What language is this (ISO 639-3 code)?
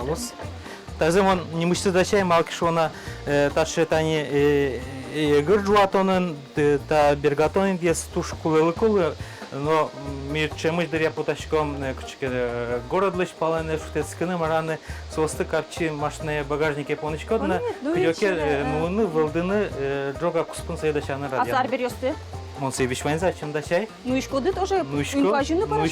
udm